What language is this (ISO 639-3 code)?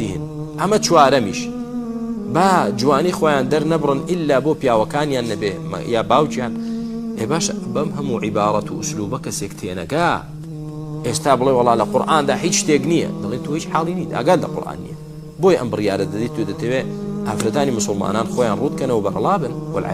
ckb